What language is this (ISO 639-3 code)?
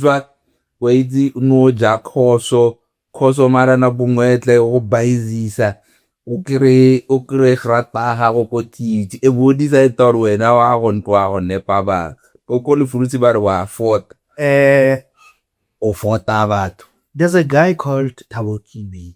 tsn